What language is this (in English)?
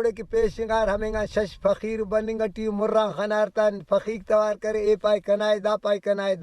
Brahui